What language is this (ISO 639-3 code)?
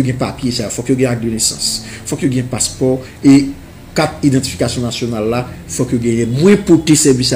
hat